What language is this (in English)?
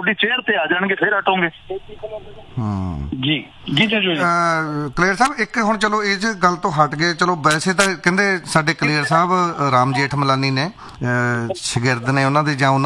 Punjabi